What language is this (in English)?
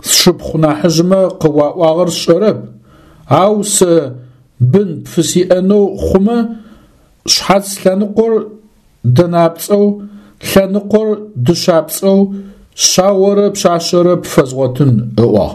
Adyghe